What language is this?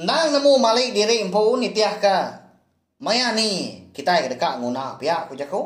Iban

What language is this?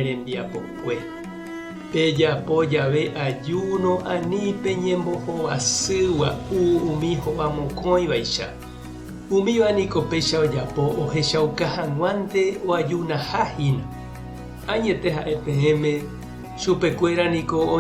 Guarani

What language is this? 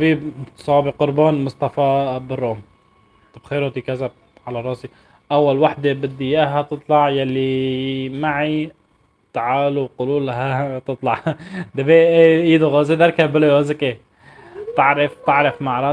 North Levantine Arabic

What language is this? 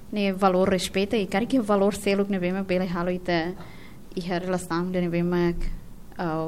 Tetum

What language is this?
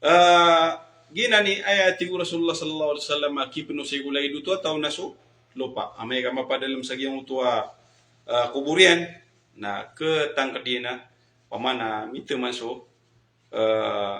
Maranao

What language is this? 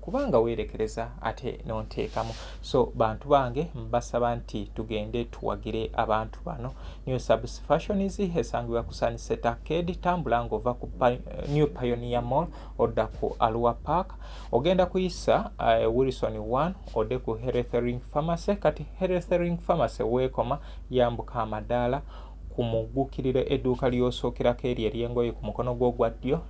Ganda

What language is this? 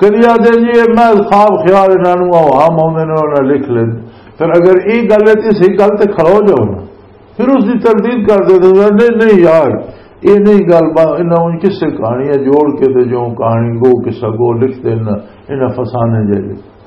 Western Panjabi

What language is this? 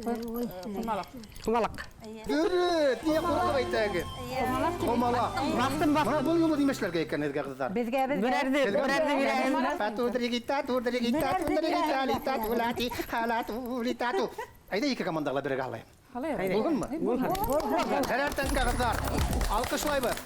Bashkir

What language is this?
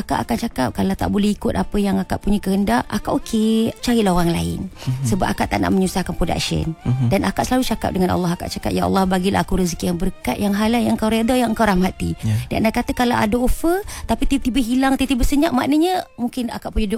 Malay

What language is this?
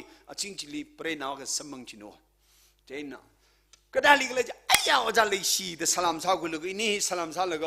Tangkhul Naga (India)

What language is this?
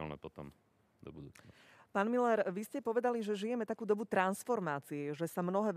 Slovak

